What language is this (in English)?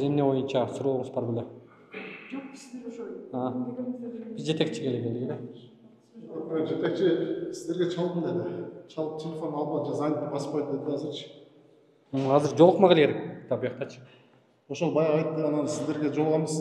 Kyrgyz